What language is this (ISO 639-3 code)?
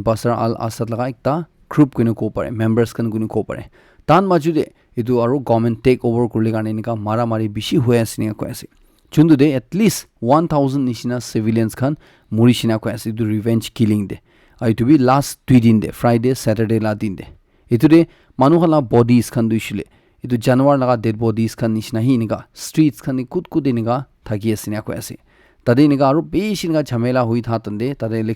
nag